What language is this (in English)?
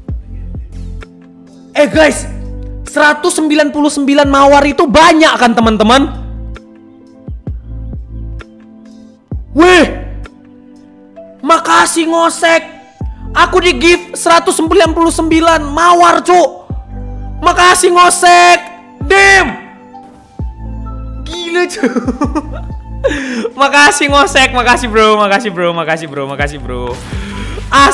Indonesian